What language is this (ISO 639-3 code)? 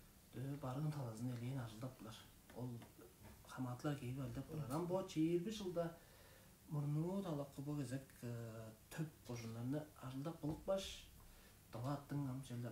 tyv